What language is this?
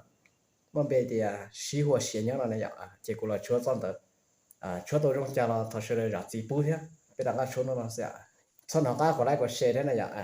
Hmong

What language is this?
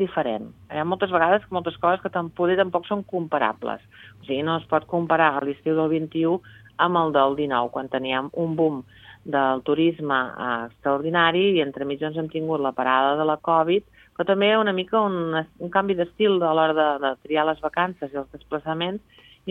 Catalan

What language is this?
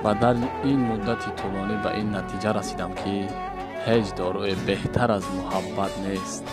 Tajik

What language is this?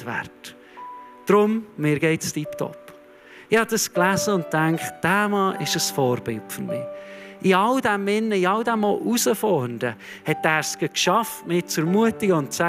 Swiss German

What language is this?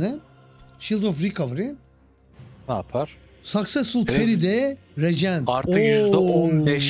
Turkish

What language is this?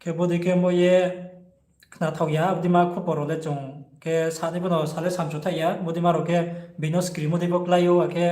Riang (India)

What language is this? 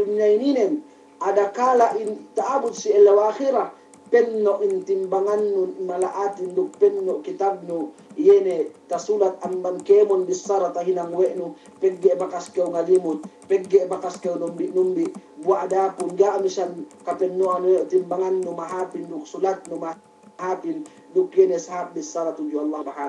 Yakan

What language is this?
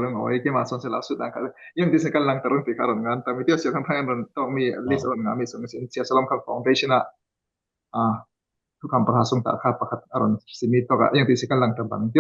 Falam Chin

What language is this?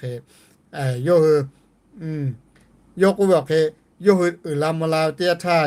Lahu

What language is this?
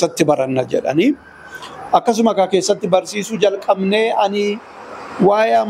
Oromo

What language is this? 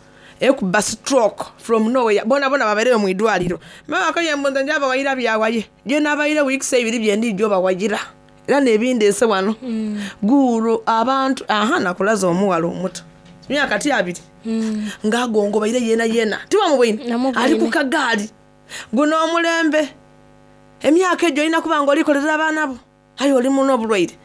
Soga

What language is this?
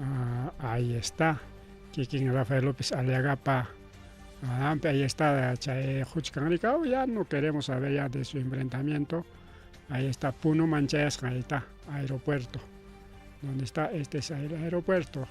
Ayacucho Quechua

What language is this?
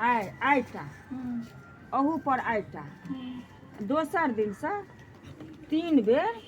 Maithili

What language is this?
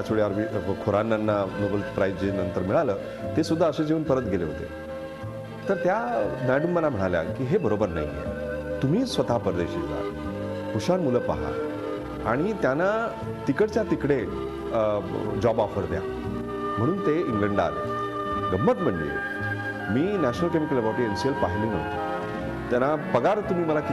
Marathi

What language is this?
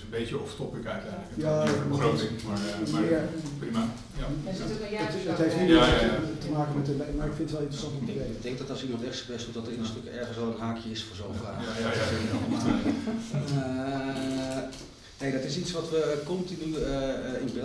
Dutch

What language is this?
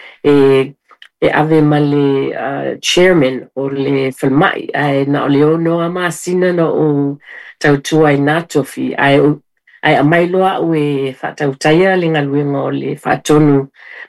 Samoan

